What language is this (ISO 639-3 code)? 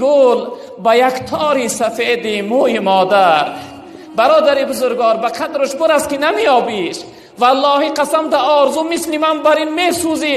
tgk